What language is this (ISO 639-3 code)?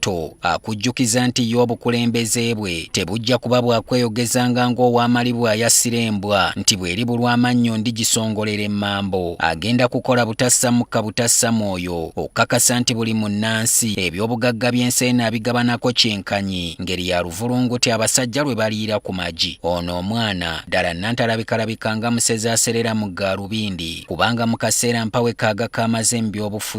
lug